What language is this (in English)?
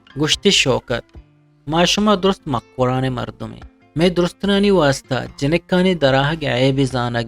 Eastern Balochi